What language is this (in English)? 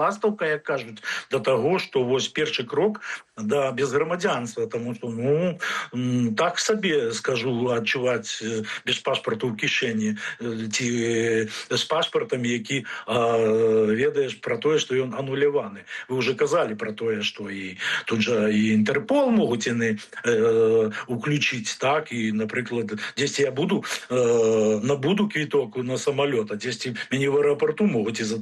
Belarusian